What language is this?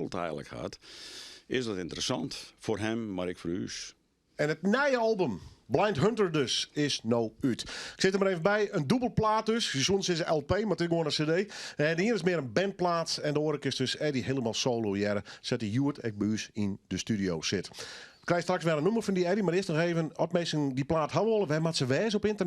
Western Frisian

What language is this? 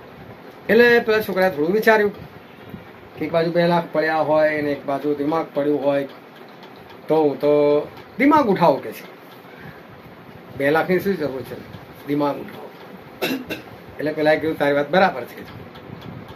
Gujarati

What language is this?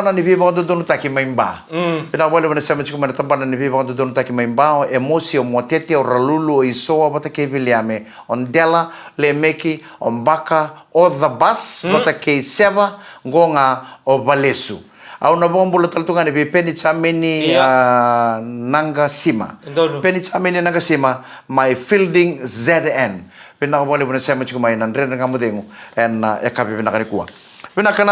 Fijian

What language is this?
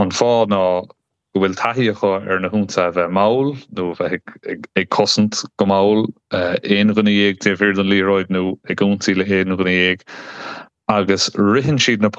Irish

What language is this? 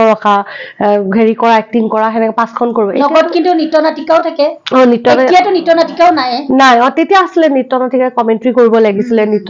Assamese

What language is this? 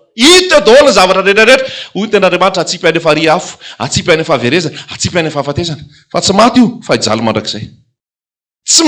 Malagasy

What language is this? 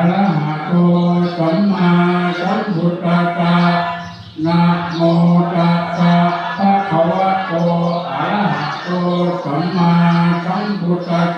Pali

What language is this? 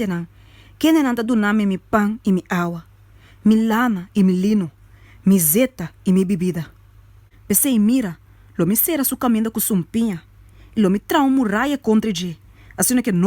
Papiamento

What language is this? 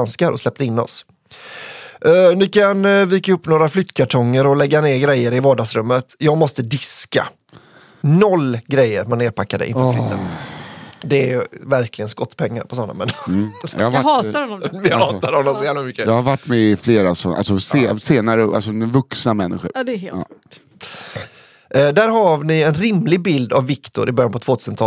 Swedish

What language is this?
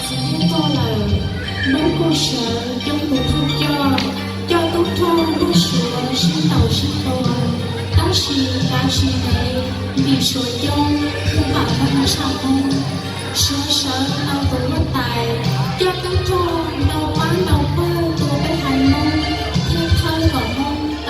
Hmong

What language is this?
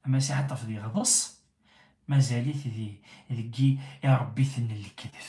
Kabyle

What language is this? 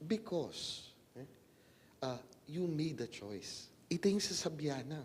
Pampanga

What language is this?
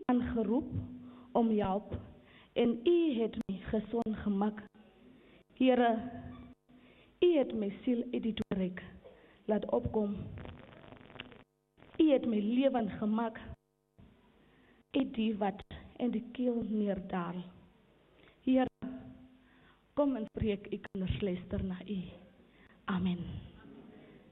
Afrikaans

